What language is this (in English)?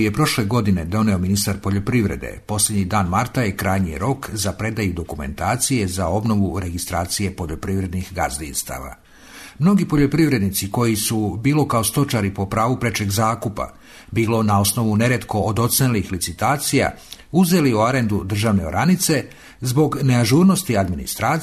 Serbian